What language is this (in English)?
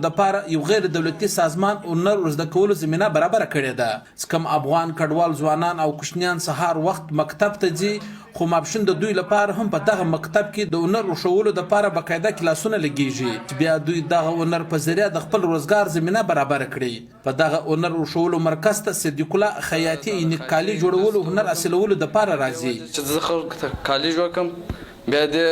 Pashto